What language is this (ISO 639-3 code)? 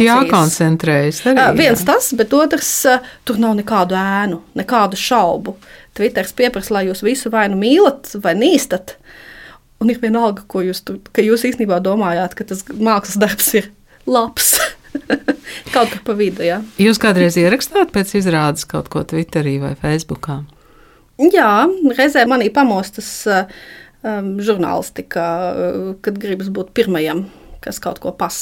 lav